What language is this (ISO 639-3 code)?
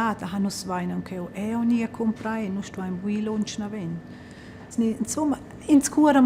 roh